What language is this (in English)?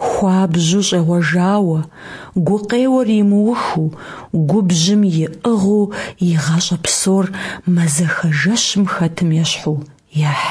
Kabardian